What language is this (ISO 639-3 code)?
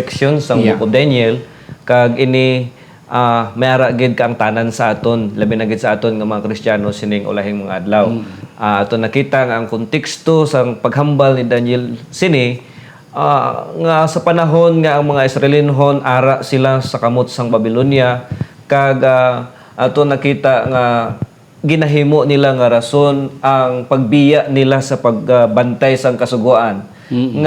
hil